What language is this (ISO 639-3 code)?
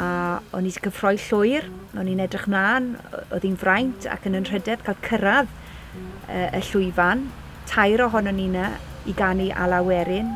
cym